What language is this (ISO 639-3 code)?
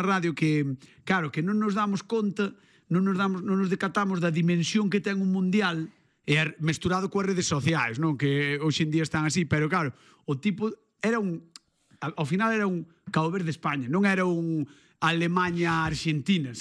glg